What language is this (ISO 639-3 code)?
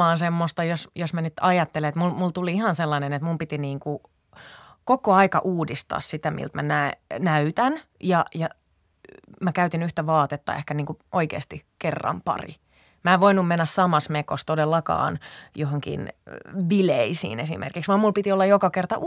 fin